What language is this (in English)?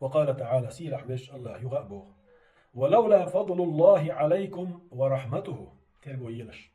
Chechen